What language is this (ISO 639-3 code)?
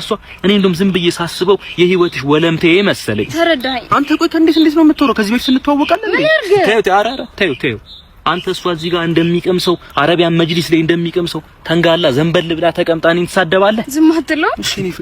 amh